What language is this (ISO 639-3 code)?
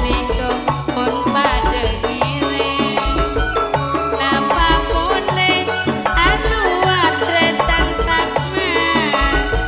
mad